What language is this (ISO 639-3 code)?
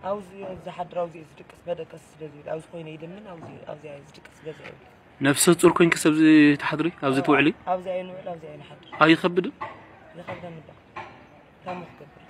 tir